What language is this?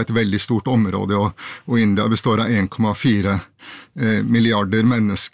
Norwegian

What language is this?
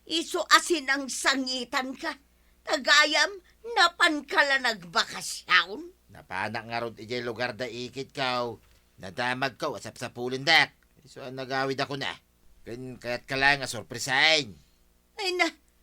Iloko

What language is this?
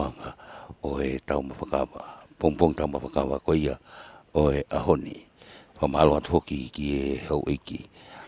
Tongan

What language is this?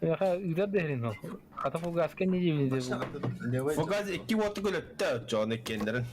Yakut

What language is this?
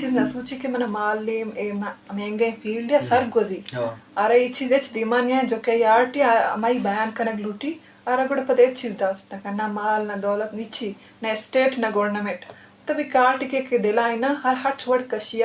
Eastern Balochi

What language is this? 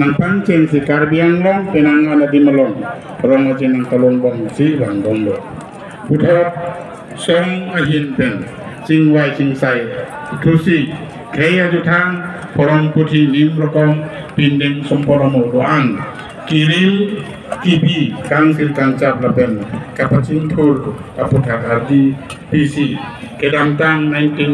Karbi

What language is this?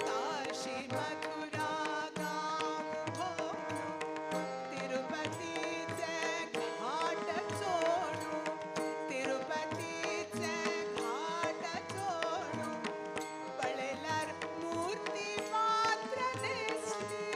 Konkani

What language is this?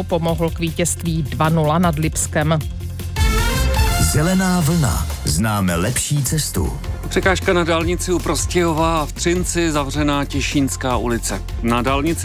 Czech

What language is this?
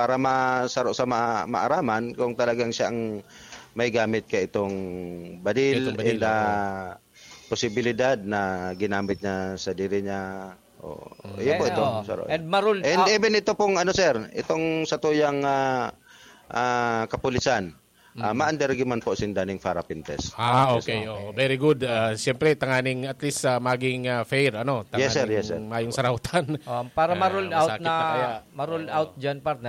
Bikol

